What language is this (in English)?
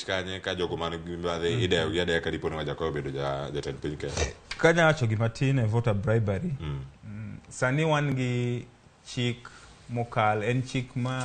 Luo (Kenya and Tanzania)